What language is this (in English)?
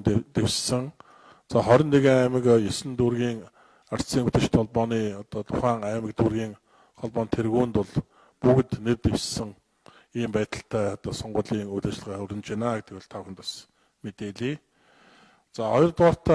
Mongolian